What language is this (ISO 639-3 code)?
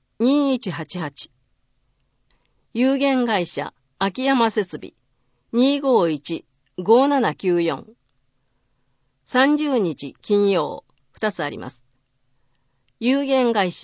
jpn